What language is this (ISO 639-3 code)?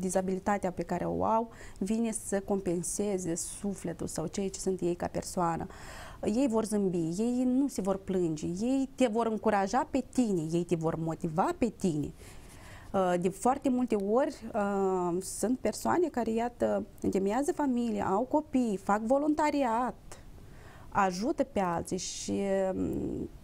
ron